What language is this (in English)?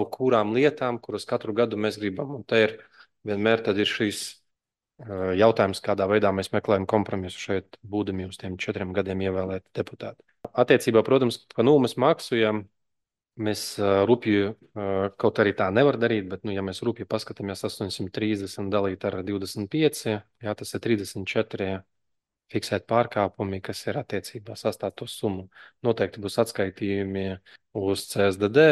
Latvian